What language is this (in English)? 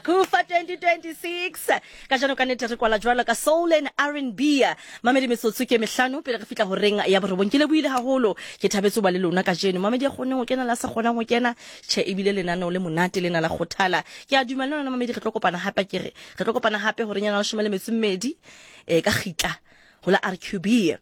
Southern Sotho